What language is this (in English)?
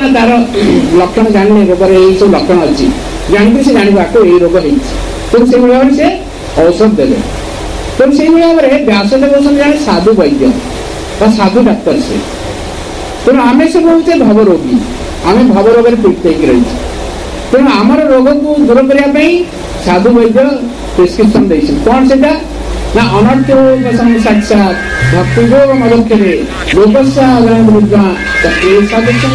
Odia